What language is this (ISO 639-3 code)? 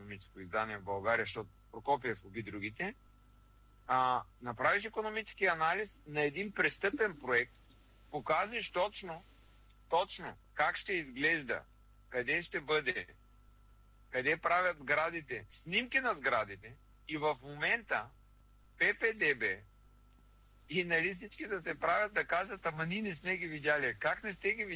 bul